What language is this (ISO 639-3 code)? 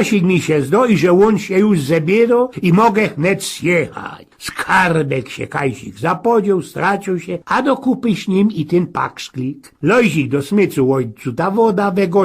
szl